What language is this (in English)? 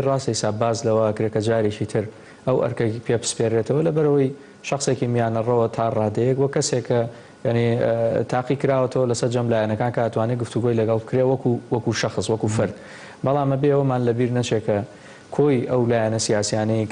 Central Kurdish